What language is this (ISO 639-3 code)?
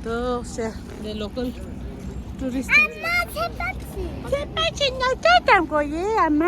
bod